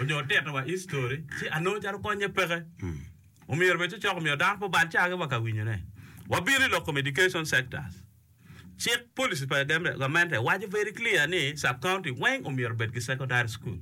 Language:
Acoli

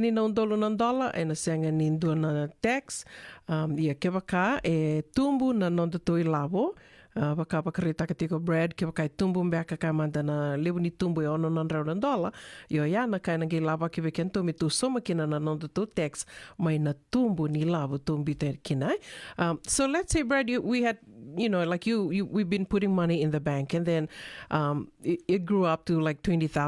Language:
Fijian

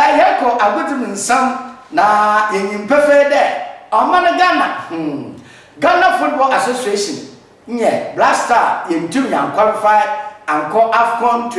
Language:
Akan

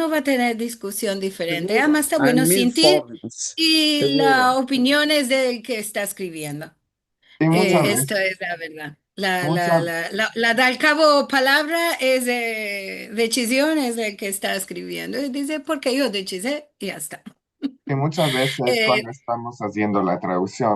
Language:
Ladino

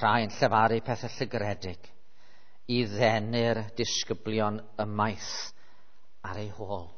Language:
Welsh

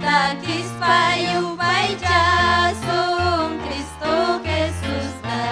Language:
Ayacucho Quechua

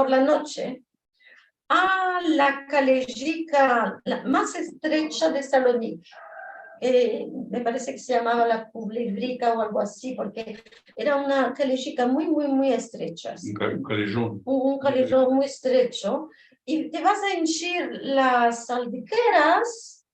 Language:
Ladino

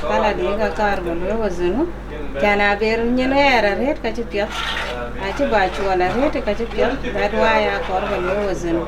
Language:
Dinka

